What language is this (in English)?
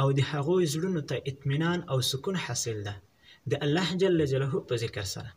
Pashto